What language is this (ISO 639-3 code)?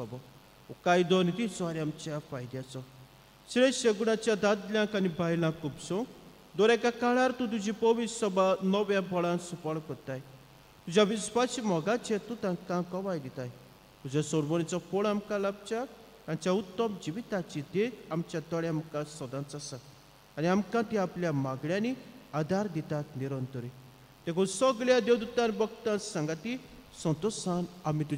kok